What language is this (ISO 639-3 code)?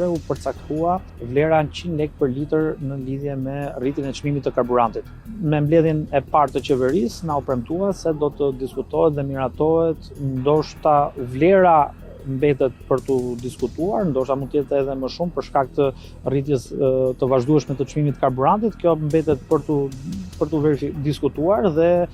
sqi